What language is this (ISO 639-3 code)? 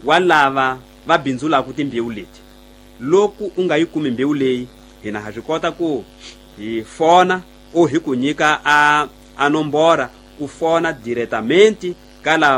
tso